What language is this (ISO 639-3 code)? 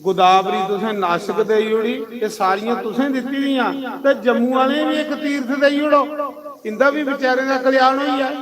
doi